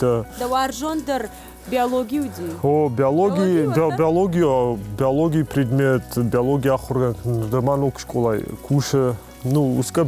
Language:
Ossetic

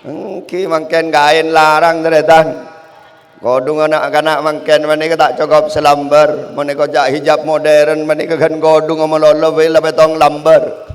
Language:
Madurese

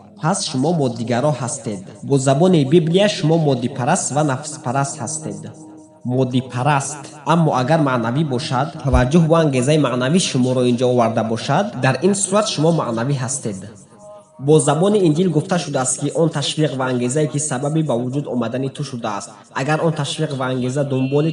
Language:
Tajik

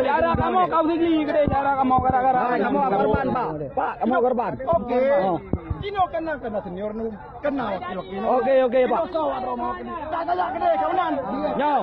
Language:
Achinese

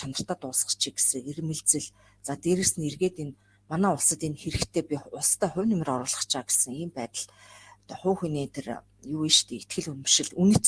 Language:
Mongolian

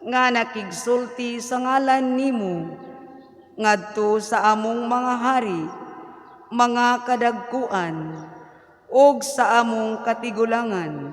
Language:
Cebuano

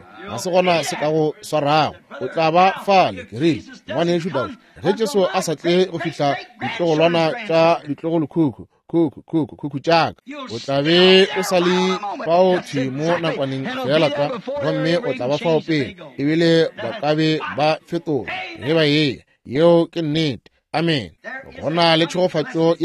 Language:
Northern Sotho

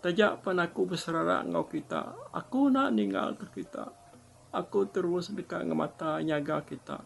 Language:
Iban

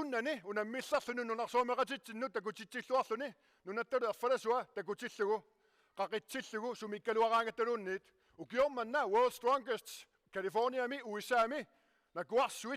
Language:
Kalaallisut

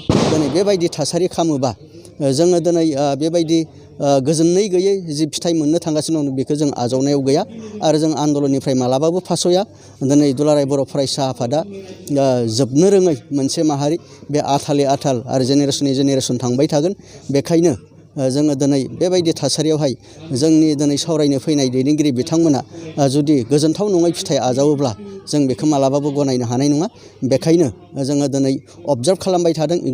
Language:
Bodo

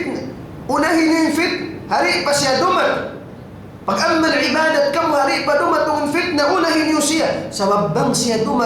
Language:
Tausug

